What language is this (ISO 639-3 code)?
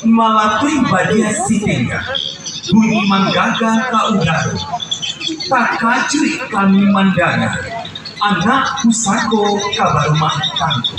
min